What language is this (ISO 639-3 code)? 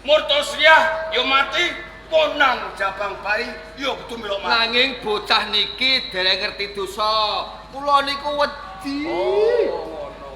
jav